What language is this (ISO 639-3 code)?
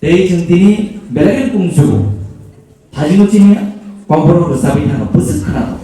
trp